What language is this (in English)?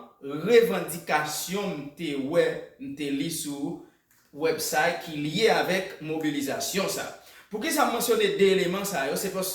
Haitian Creole